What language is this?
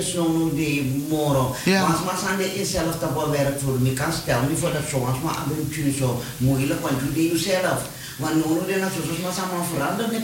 Dutch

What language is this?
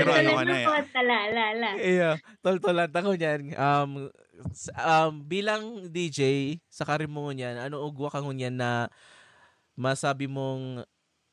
Bikol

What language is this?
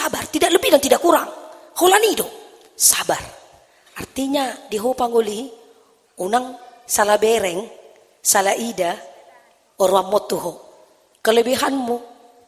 Batak Toba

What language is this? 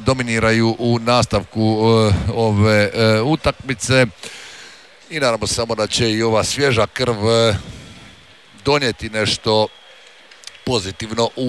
Croatian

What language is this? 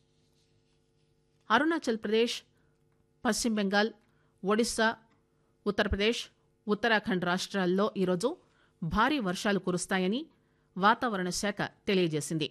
Telugu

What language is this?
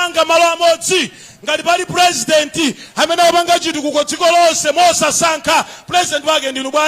Nyanja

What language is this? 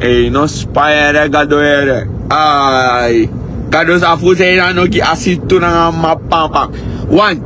Sranan Tongo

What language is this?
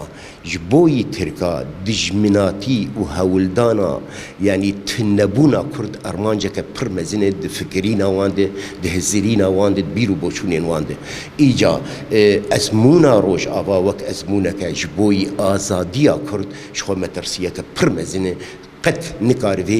Kurdish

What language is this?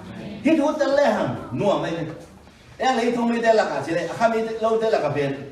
Tedim Chin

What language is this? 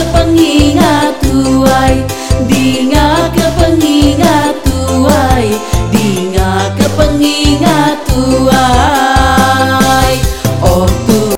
Iban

